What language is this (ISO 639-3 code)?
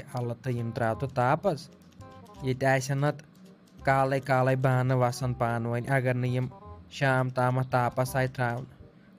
kas